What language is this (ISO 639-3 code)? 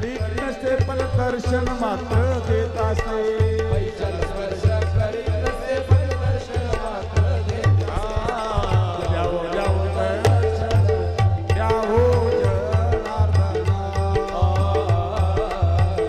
mar